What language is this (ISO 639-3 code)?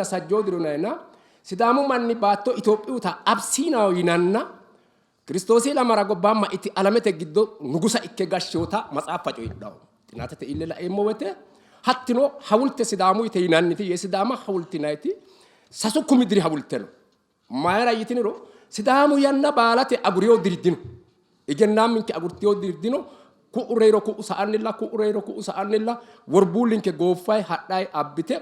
sid